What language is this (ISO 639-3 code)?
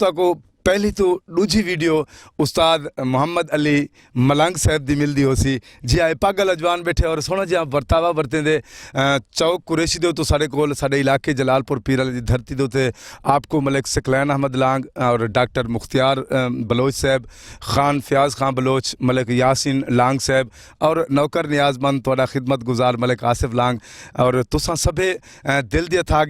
skr